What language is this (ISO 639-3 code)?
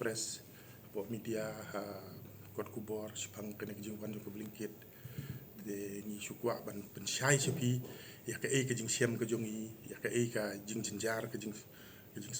kha